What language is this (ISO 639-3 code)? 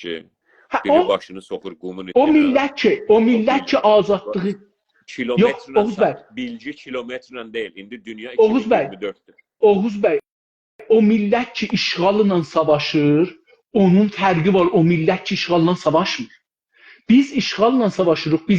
azb